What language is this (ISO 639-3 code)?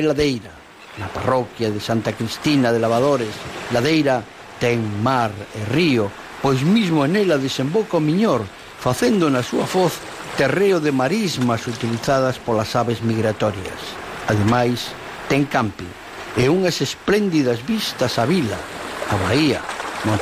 glg